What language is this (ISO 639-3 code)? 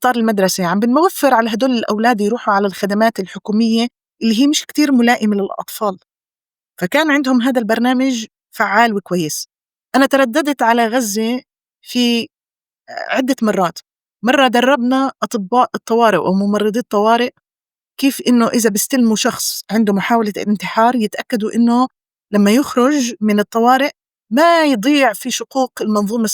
apc